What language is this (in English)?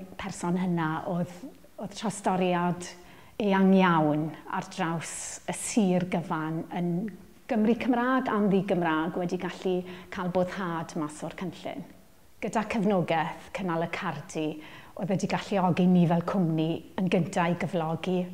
Welsh